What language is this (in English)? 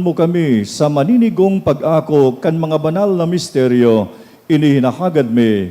Bikol